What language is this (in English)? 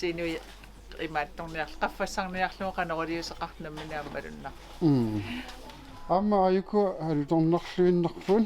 Kalaallisut